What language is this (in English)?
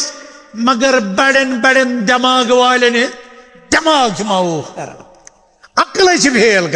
Kashmiri